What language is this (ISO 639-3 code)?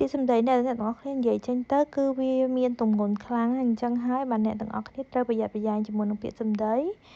khm